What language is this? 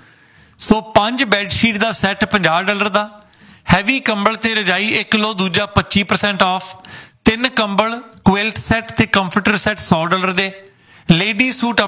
Punjabi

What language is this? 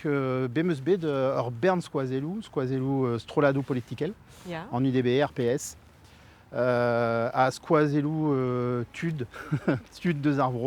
Breton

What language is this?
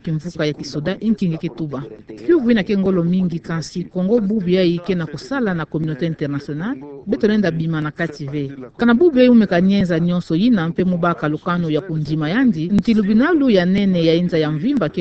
Kituba (Democratic Republic of Congo)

